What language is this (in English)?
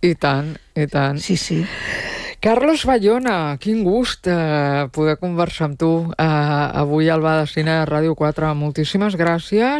Catalan